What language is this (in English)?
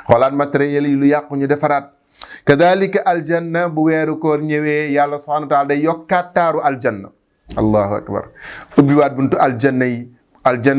Wolof